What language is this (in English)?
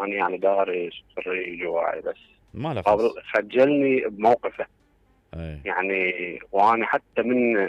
Mesopotamian Arabic